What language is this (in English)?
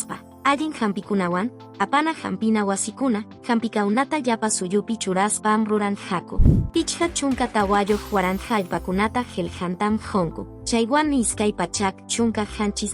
Quechua